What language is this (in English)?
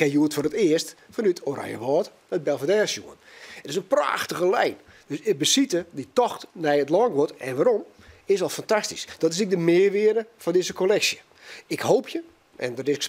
Western Frisian